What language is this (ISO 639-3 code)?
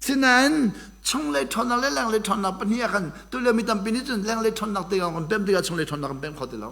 cnh